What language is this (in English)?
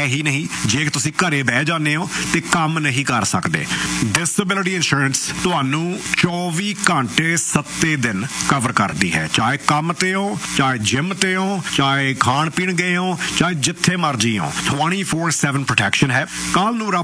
Punjabi